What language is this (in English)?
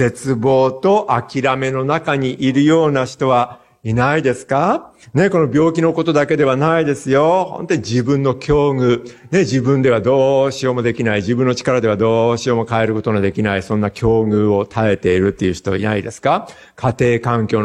Japanese